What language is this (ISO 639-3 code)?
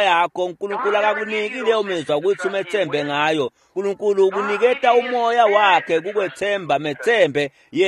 ssw